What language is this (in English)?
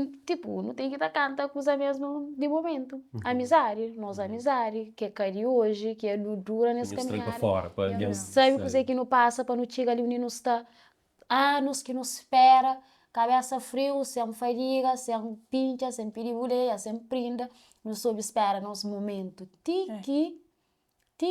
Kabuverdianu